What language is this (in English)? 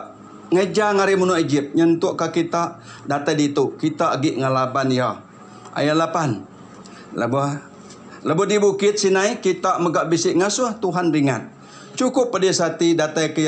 Iban